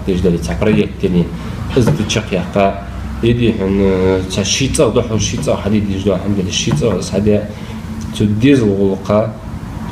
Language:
Ingush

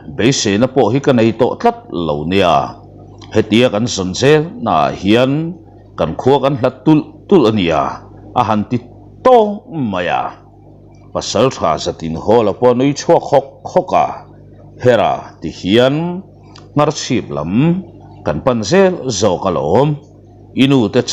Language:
Mizo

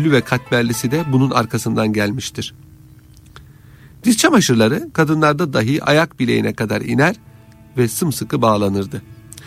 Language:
Turkish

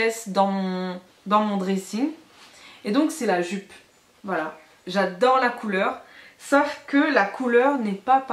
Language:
French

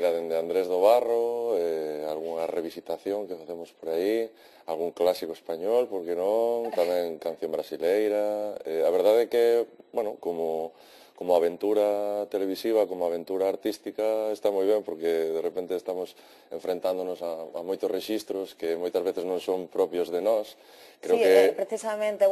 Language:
Galician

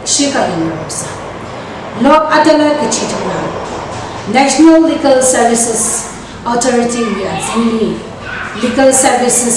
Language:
Tangkhul Naga (India)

